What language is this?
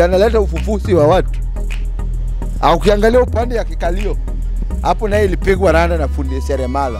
Swahili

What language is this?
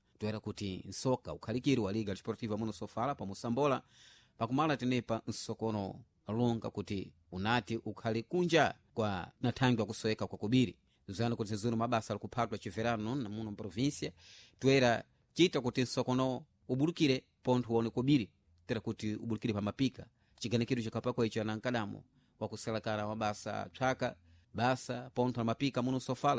Sena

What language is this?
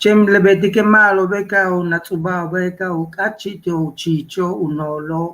Yucateco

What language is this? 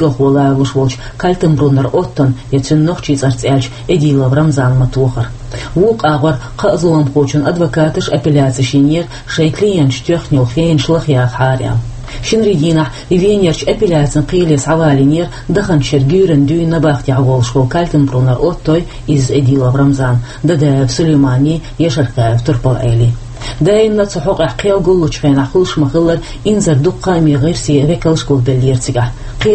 Chechen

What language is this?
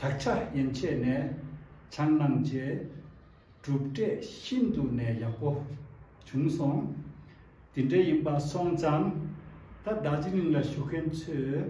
Tibetan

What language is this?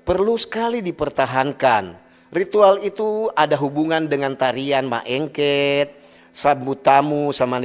Manado Malay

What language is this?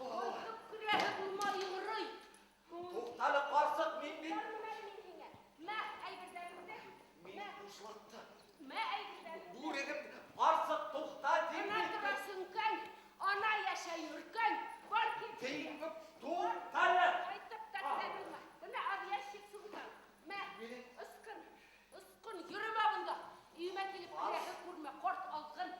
Bashkir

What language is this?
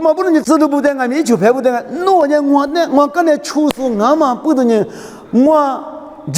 Lisu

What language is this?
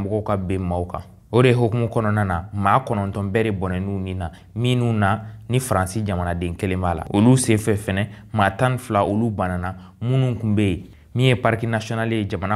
Bambara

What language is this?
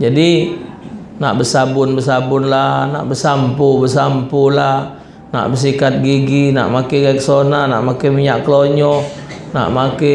Musi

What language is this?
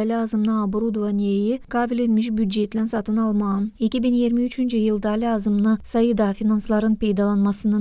Gagauz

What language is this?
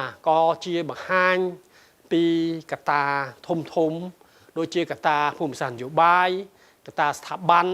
Khmer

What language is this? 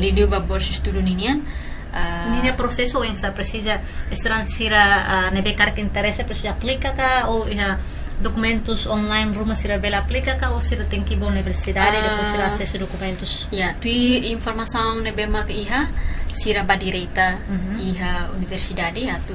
Tetum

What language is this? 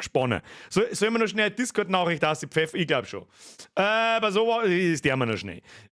Bavarian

